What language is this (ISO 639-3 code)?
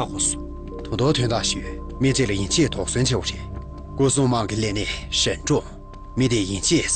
bod